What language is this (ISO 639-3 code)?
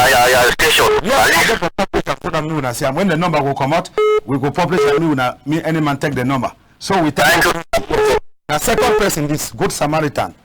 wes